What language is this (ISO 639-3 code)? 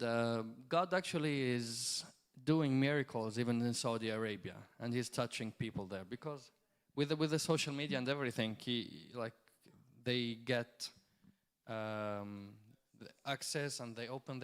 eng